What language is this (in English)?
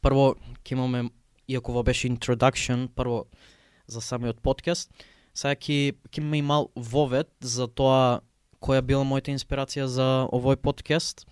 Macedonian